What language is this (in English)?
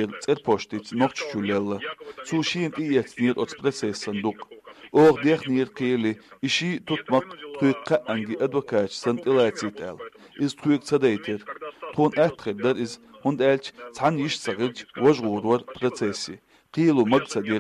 Chechen